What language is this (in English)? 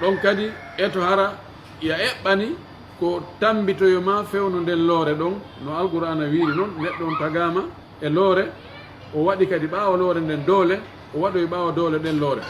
Pular